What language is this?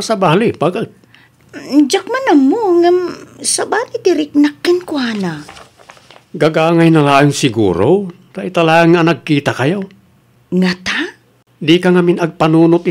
Iloko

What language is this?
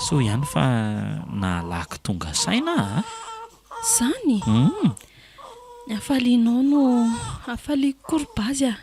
Malagasy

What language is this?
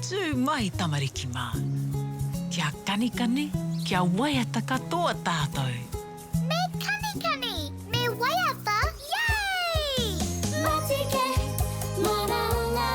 Māori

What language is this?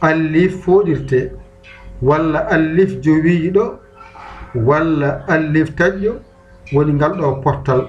Fula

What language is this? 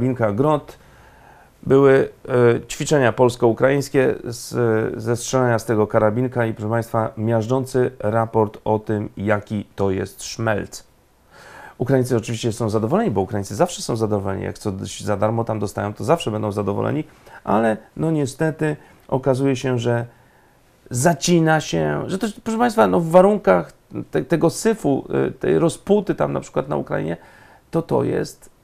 Polish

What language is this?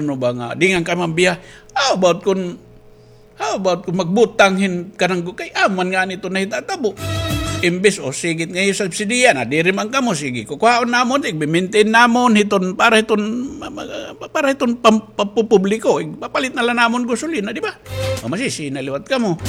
Waray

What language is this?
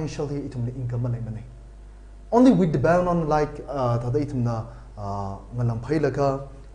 Tangkhul Naga (India)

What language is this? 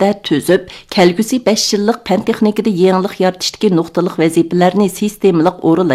Uyghur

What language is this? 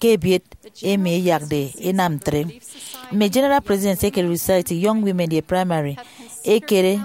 Efik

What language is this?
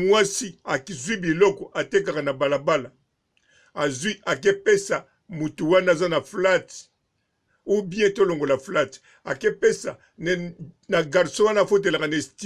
Lingala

